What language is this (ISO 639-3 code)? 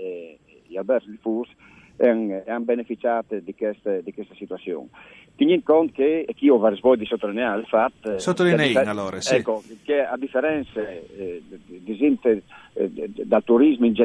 fur